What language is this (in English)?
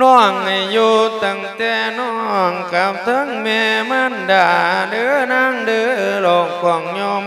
Lao